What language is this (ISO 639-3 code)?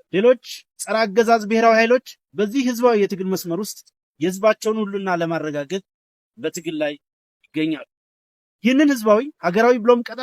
amh